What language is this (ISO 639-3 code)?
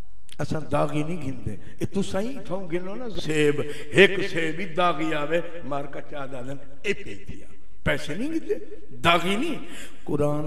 skr